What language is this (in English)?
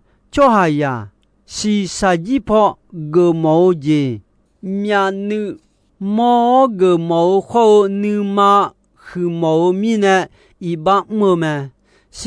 Akha